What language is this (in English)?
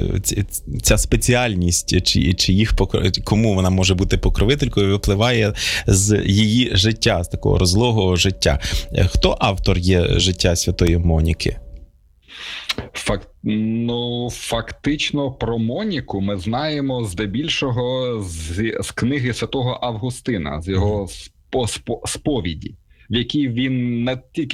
Ukrainian